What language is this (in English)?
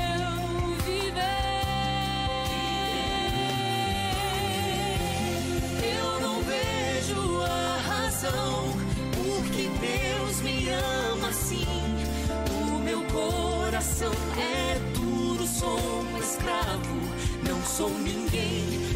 Portuguese